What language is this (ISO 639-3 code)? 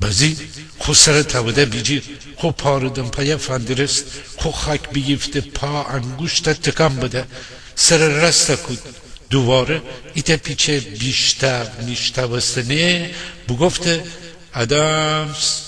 glk